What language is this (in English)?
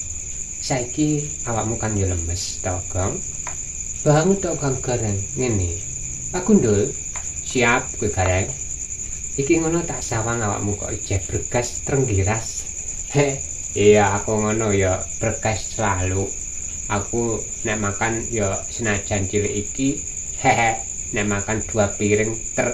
Javanese